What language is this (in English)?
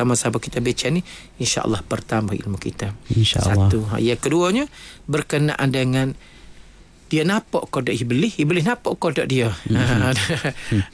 Malay